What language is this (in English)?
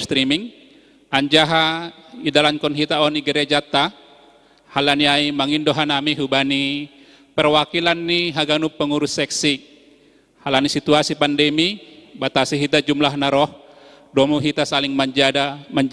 Batak Simalungun